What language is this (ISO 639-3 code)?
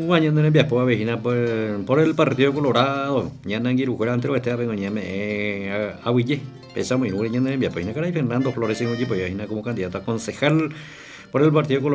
grn